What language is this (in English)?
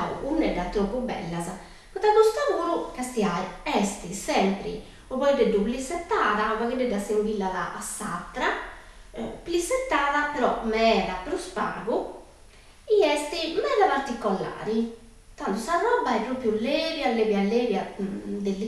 Sardinian